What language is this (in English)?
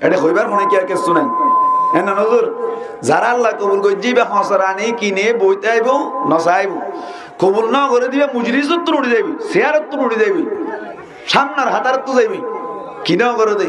Rohingya